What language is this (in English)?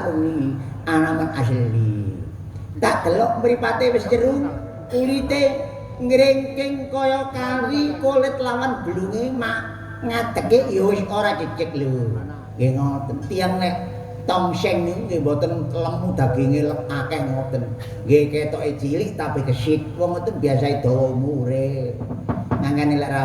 Javanese